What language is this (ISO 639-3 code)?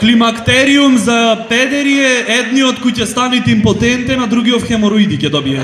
mkd